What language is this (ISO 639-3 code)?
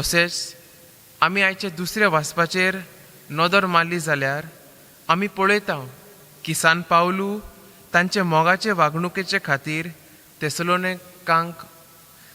kok